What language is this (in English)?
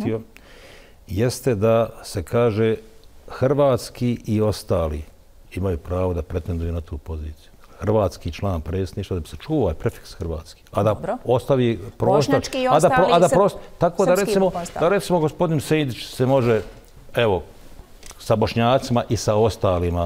Bosnian